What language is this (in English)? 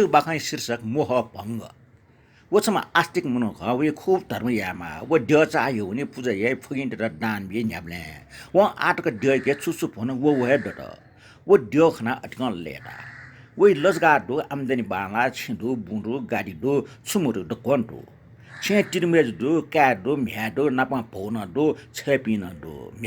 Newari